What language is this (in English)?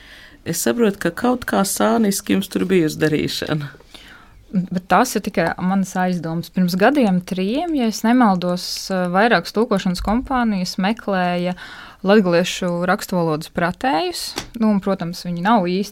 Latvian